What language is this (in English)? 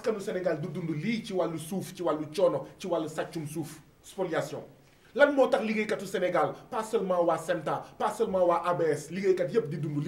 Wolof